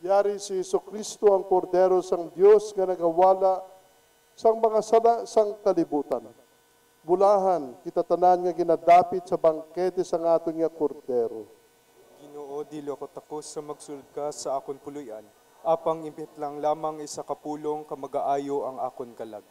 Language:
Hiligaynon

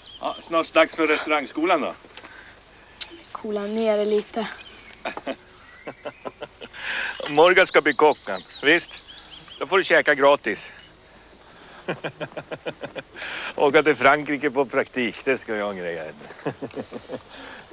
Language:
Swedish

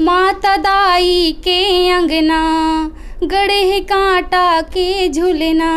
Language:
Chhattisgarhi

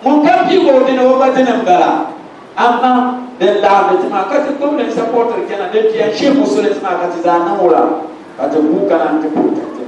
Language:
Dagbani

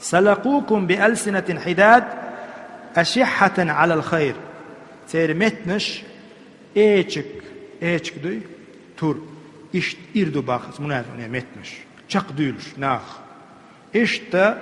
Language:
Chechen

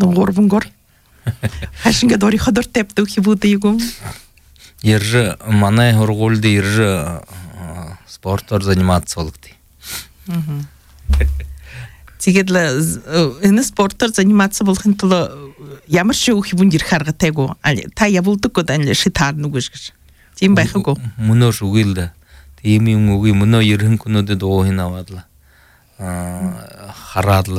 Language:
Buriat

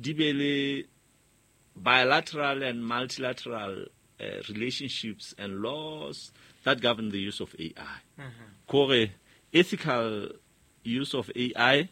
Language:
Southern Sotho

